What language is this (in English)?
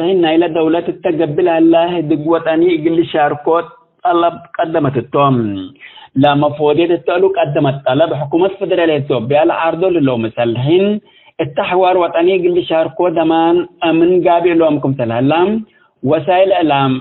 Tigre